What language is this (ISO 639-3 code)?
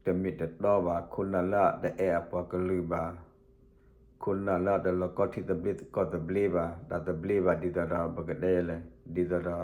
ksw